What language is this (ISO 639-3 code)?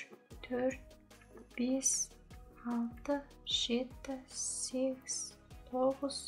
kaz